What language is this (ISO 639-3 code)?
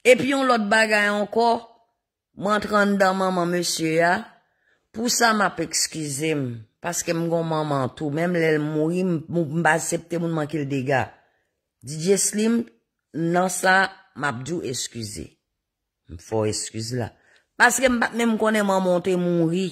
hat